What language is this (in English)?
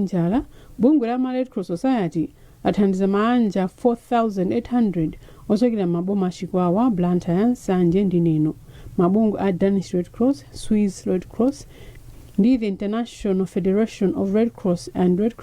Nyanja